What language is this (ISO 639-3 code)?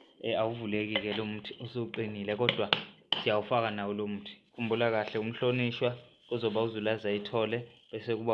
zul